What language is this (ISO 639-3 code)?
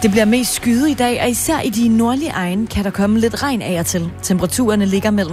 dan